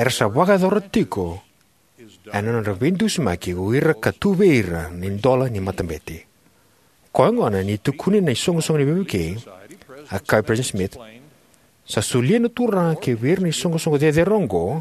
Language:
Fijian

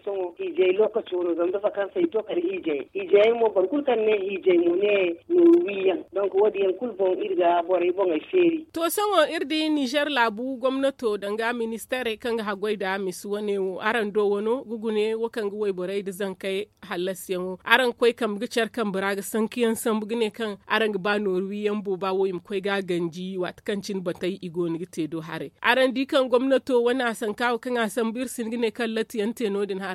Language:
Zarma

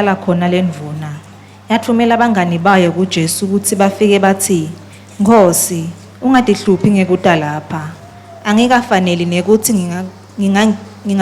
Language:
Swati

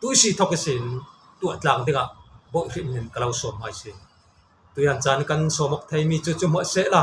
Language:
Falam Chin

